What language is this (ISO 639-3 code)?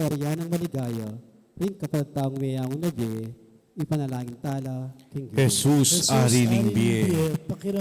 pam